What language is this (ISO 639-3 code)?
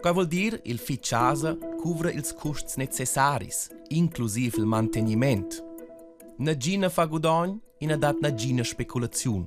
roh